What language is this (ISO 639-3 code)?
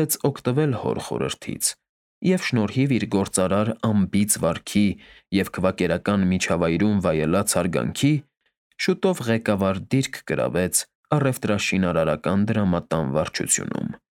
hye